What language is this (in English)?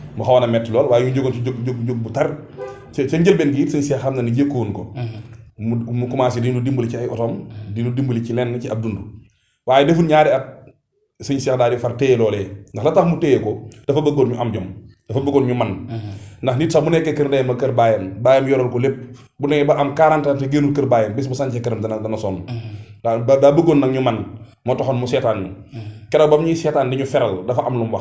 Wolof